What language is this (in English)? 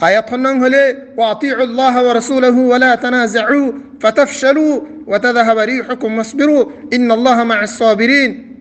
Rohingya